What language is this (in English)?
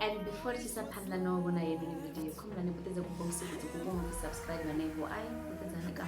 Venda